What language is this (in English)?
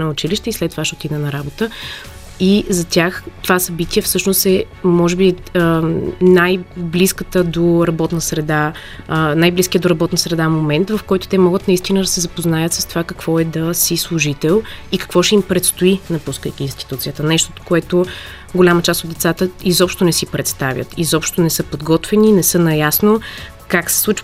Bulgarian